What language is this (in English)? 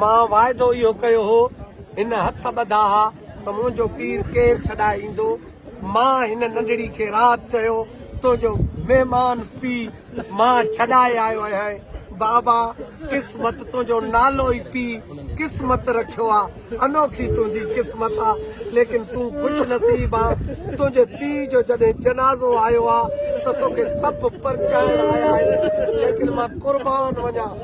Sindhi